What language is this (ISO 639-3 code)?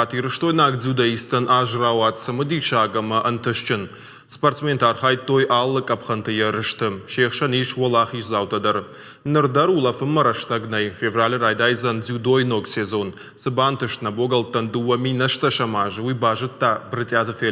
oss